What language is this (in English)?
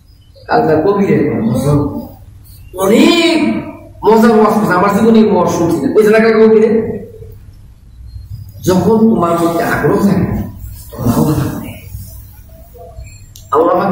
Bangla